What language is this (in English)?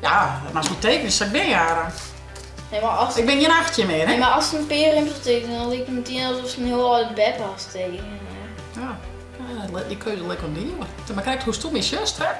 Western Frisian